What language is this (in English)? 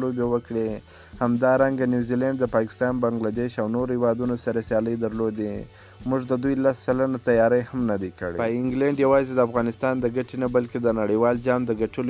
Pashto